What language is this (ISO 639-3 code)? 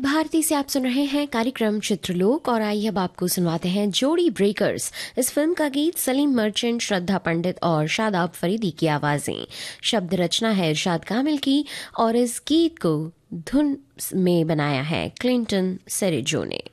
hin